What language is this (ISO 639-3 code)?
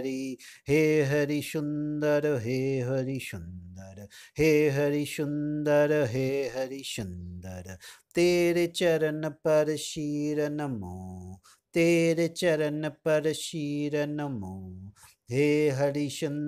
san